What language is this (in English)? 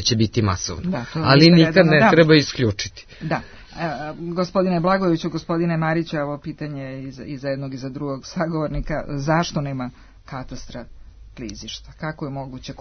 Serbian